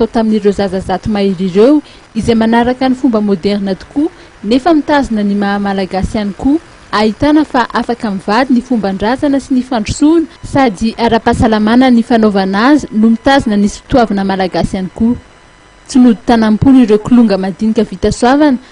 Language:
Malagasy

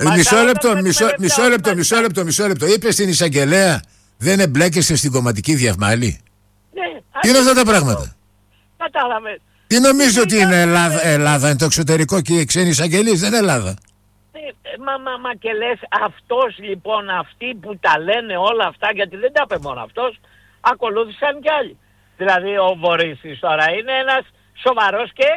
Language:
Greek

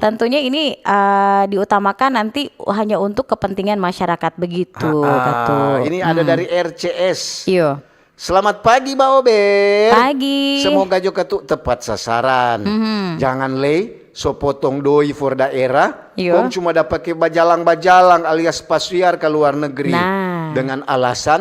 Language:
Manado Malay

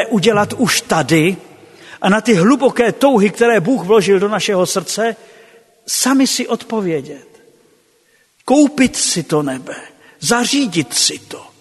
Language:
Czech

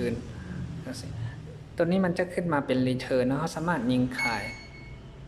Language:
Lao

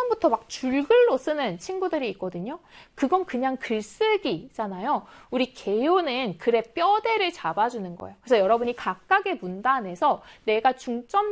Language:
Korean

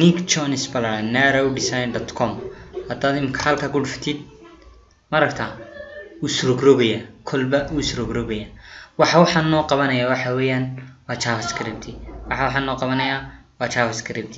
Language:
Somali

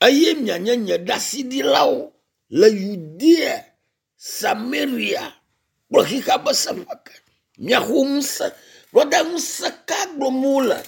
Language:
Ewe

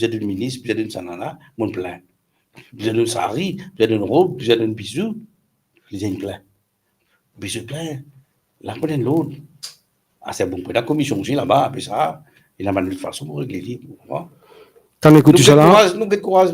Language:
Morisyen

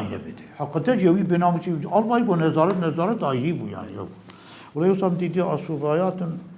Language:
Kurdish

